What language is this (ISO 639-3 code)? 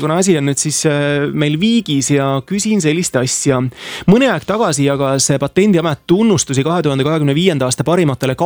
est